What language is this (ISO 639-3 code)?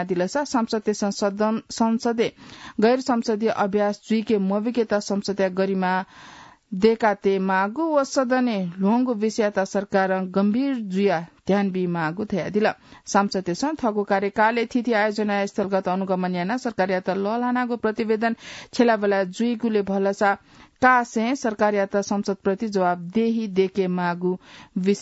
new